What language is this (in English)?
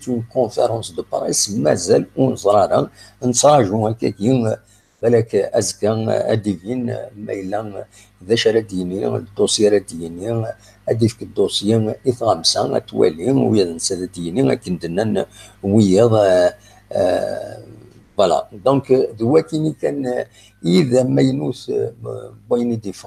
Kabyle